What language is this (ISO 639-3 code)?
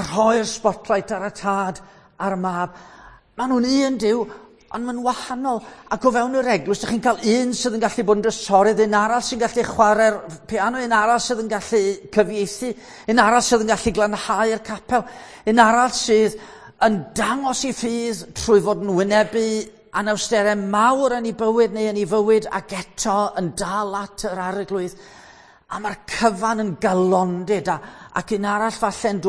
cym